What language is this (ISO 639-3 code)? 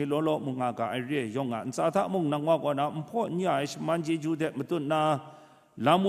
kac